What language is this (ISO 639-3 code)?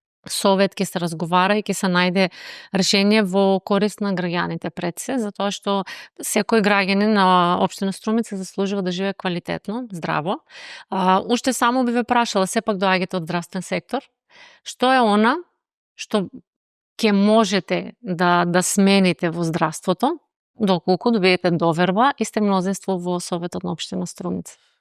mkd